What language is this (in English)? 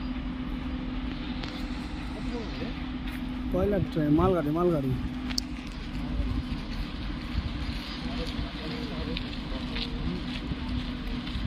Bangla